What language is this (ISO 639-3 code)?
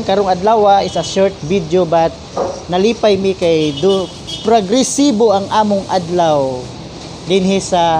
ceb